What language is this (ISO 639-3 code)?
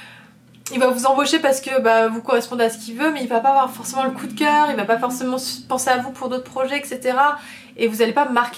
fra